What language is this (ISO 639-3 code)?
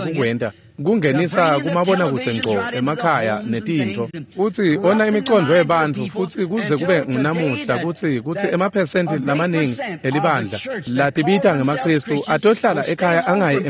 ssw